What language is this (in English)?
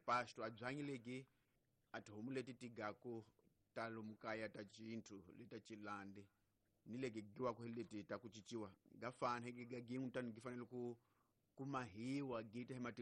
Tsonga